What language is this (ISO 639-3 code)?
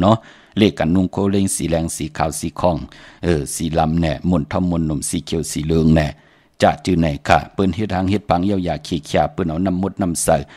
shn